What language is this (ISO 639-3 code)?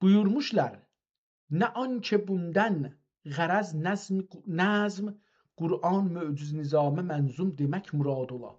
azb